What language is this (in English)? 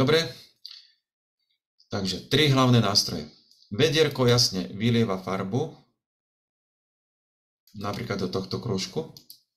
Slovak